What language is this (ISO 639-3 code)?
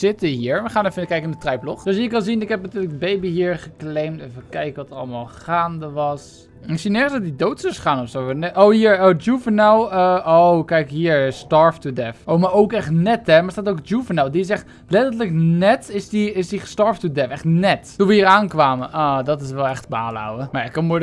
nld